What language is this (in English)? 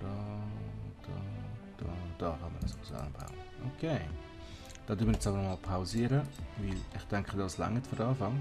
Swiss German